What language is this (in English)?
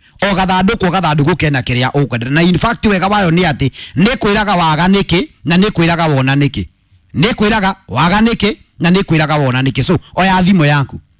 Kikuyu